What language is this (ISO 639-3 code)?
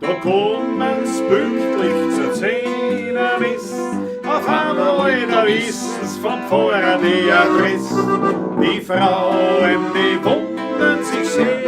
bar